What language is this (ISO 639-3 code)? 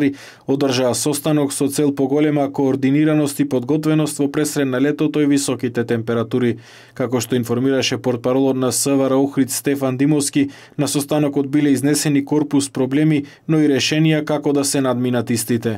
mkd